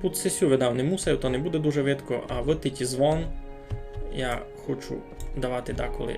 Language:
Rusyn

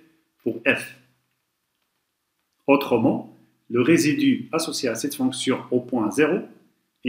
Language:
French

